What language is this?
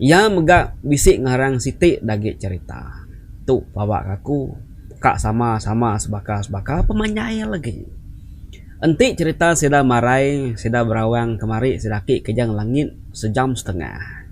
Iban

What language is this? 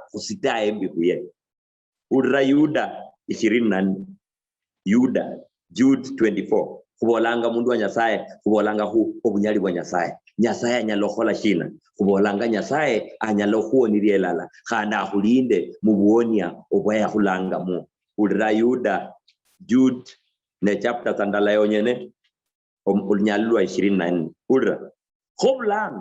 Luyia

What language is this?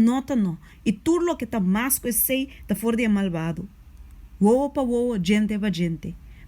Papiamento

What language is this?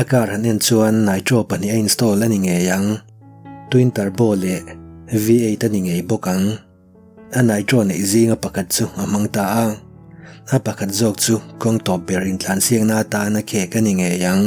Mizo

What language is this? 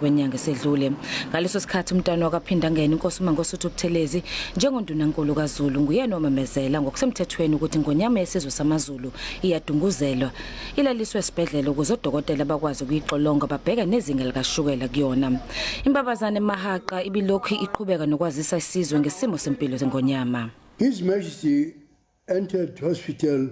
Zulu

